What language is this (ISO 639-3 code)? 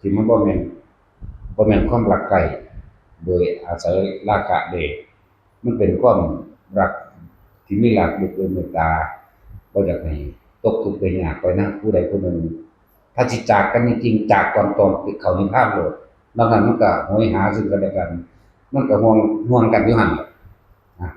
tts